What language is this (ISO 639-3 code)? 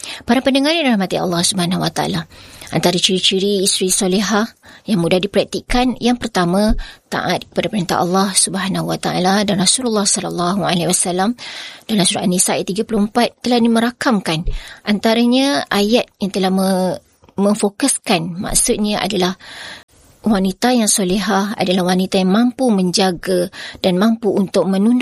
msa